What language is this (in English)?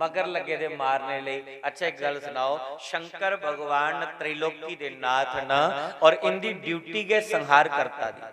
Dogri